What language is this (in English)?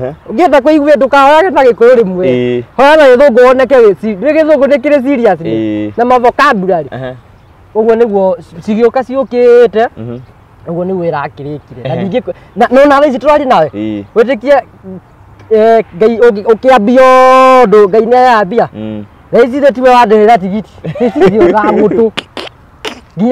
Kikuyu